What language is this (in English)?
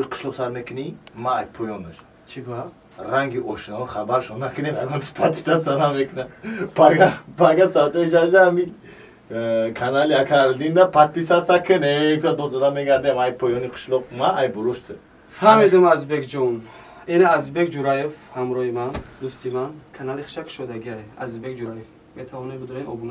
Tajik